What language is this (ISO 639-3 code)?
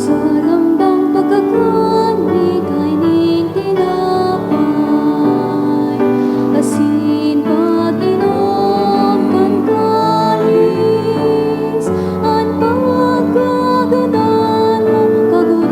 bik